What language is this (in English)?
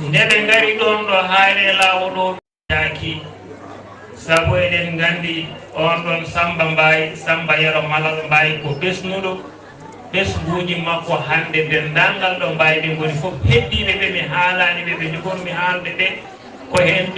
Fula